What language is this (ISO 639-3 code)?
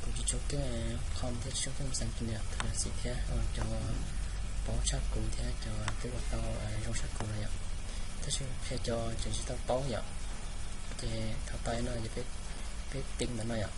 hmn